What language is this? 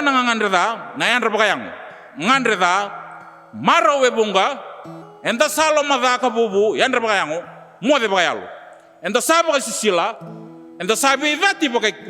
Fijian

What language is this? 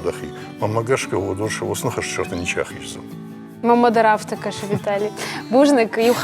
Ossetic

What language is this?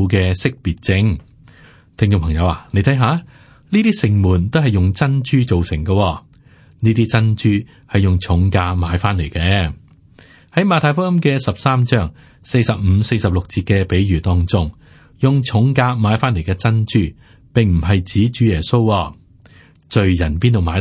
Cantonese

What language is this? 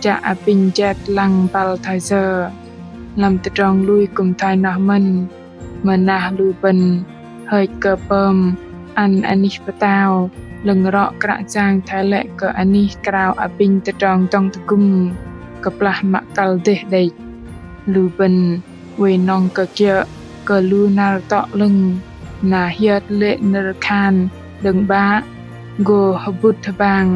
Bahnar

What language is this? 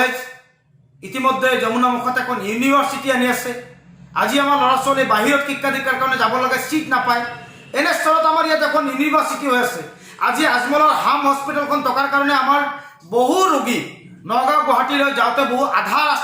Assamese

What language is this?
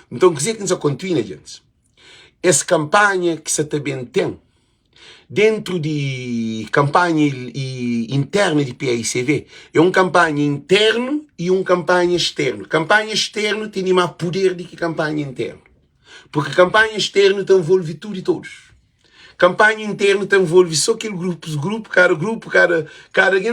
Kabuverdianu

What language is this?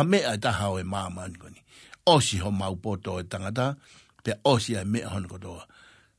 Tongan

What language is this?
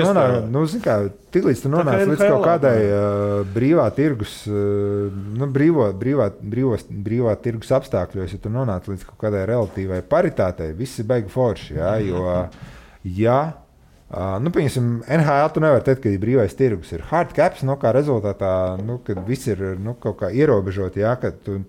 Latvian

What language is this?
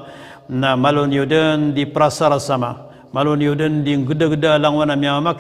Maranao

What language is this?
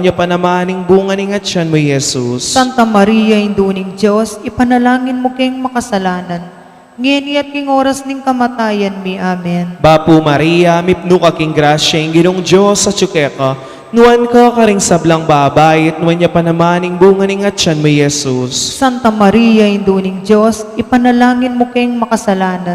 Pampanga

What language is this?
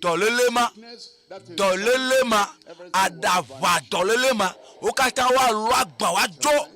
Ewe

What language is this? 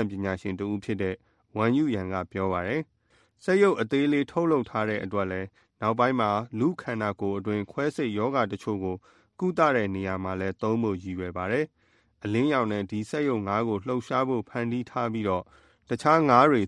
Burmese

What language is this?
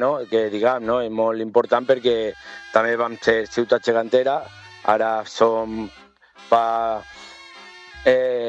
Catalan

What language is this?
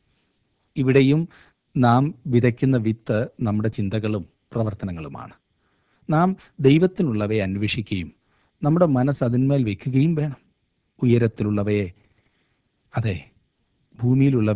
Malayalam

